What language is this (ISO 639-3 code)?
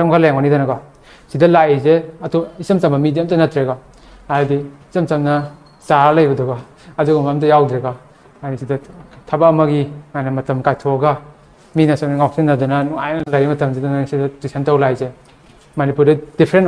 mni